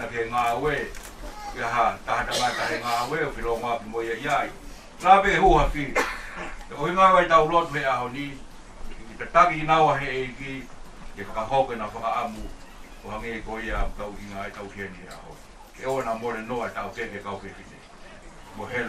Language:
Tongan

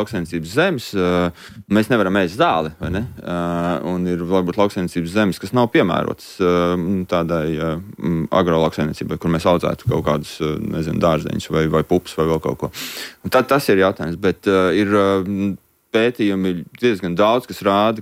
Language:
Latvian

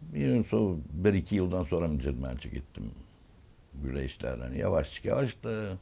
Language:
Gagauz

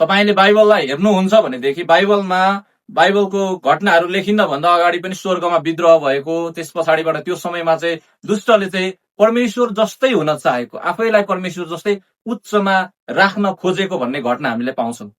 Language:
Nepali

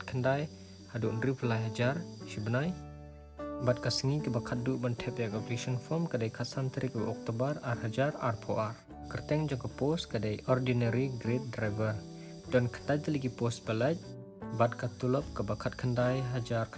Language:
Khasi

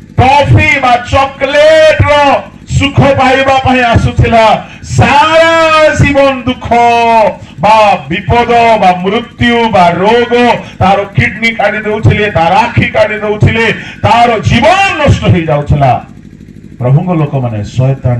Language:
Odia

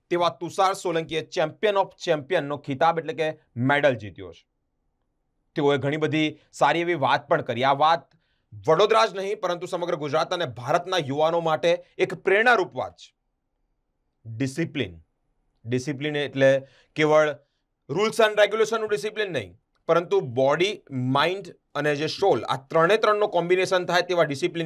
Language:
Gujarati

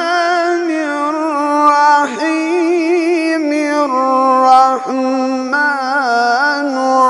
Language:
Arabic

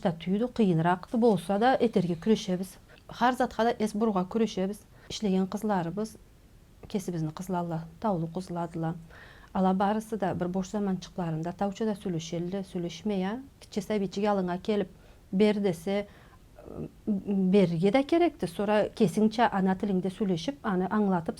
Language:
Karachay-Balkar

